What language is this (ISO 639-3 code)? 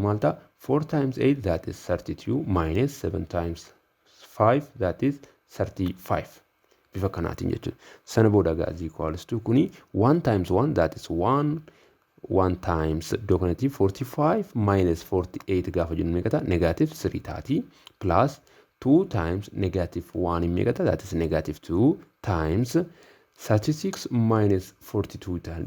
orm